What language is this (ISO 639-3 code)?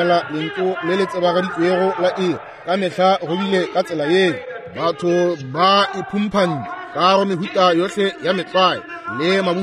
nso